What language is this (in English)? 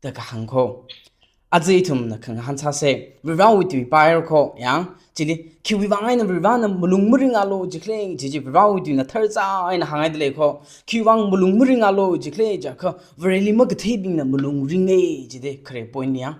Tangkhul Naga (India)